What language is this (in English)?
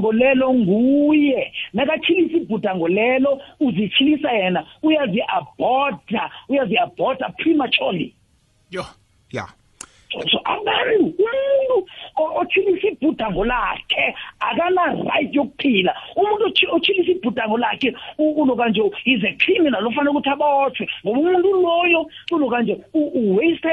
South Ndebele